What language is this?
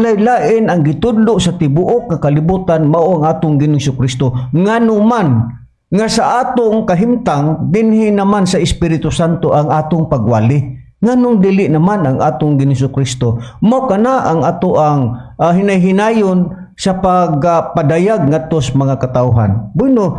Cebuano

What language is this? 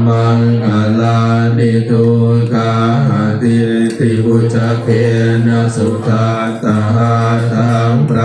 Pali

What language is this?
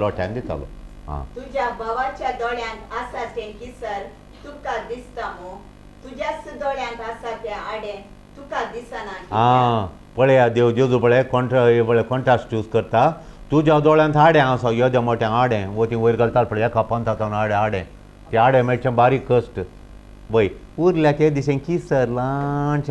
Konkani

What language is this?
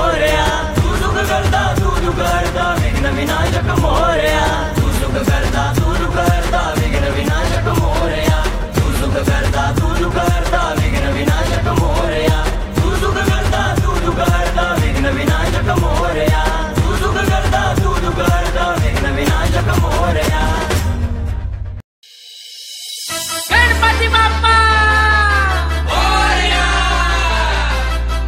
Marathi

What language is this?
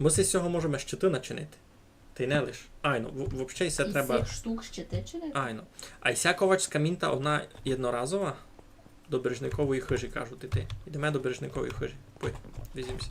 Rusyn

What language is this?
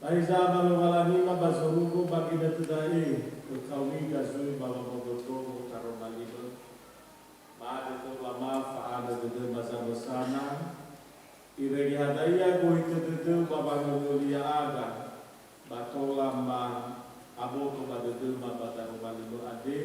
Nias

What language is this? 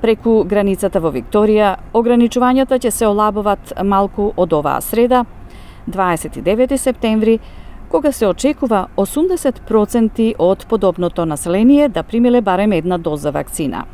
Macedonian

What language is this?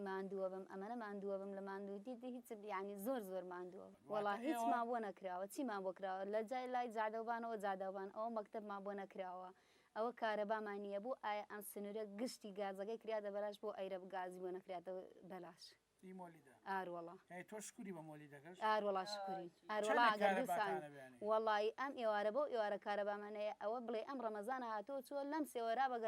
Central Kurdish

